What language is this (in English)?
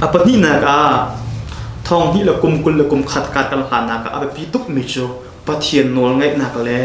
Hakha Chin